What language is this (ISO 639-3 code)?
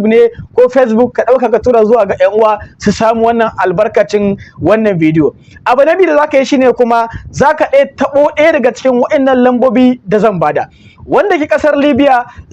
hau